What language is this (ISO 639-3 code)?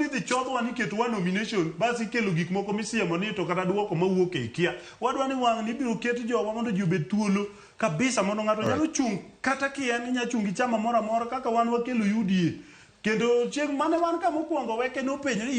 luo